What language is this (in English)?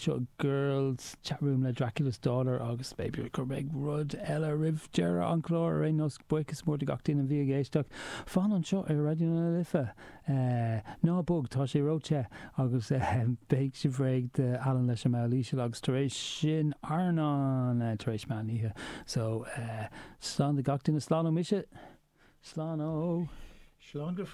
Irish